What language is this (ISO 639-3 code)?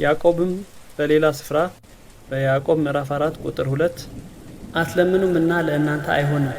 amh